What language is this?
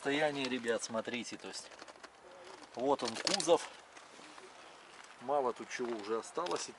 Russian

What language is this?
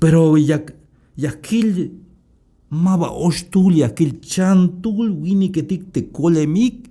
Tzeltal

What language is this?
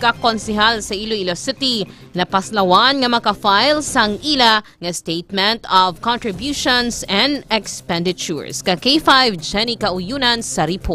Hiligaynon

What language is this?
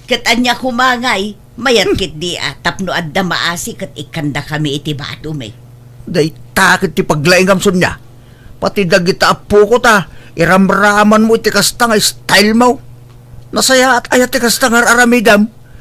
Iloko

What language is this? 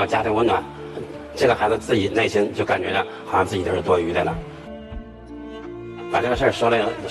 Chinese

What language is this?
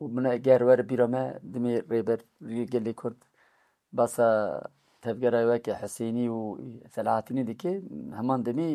Kurdish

